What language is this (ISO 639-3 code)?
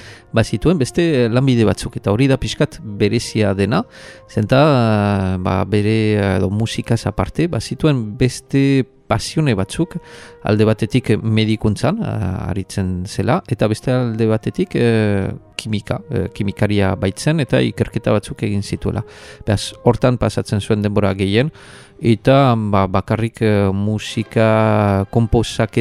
eus